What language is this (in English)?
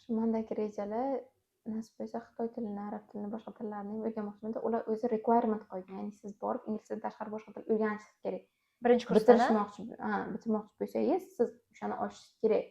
Uzbek